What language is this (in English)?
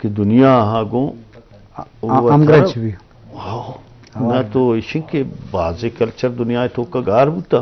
Eastern Balochi